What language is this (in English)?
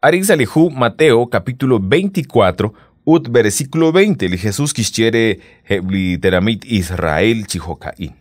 Kekchí